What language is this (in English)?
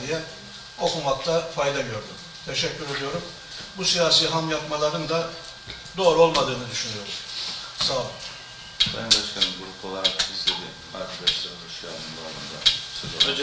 Turkish